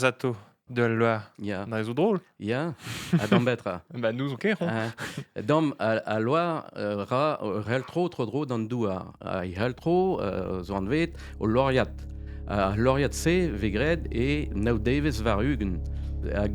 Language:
Breton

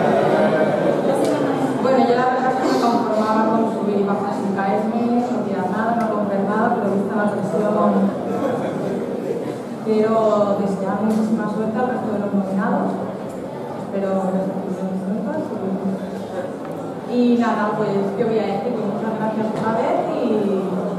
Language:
Spanish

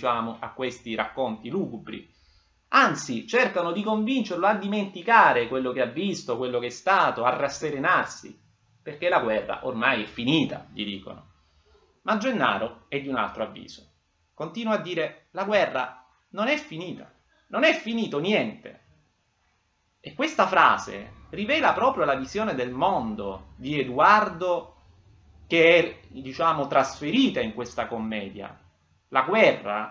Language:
Italian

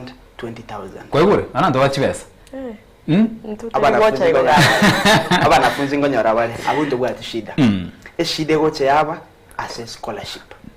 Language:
Gusii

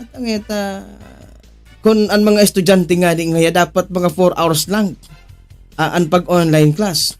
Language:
Bikol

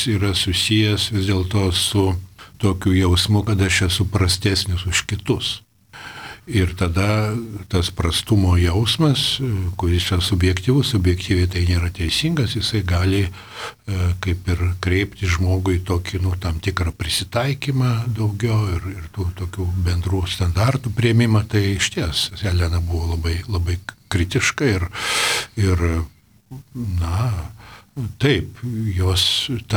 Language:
Lithuanian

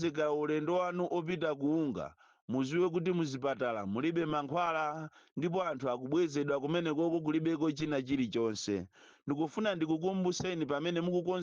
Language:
Nyanja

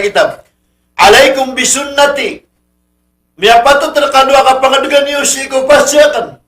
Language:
Maranao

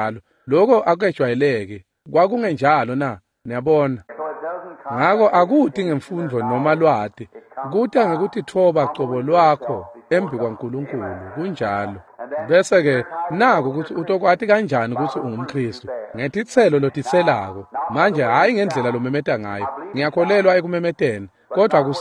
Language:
Swati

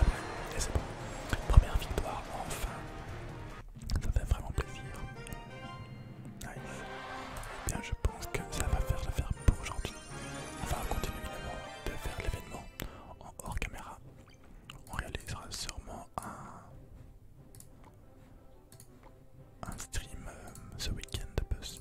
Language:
French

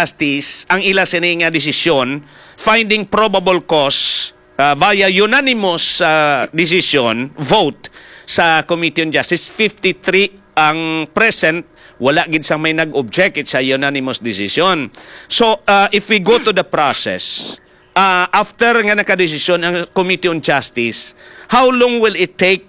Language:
Hiligaynon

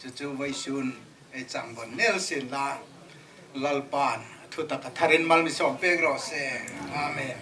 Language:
Hmar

